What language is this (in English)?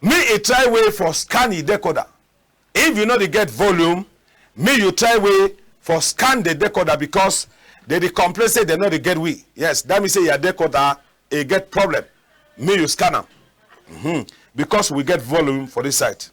Cameroon Pidgin